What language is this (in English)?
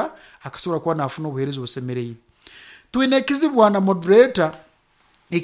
Nyoro